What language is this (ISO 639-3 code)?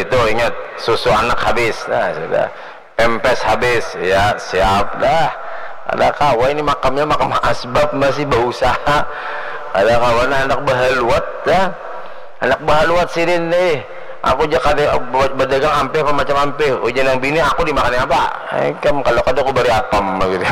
bjn